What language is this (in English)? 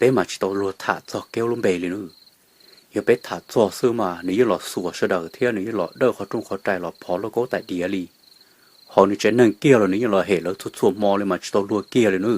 Hmong